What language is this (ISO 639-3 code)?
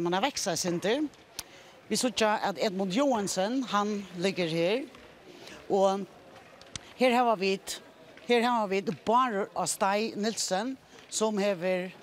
fao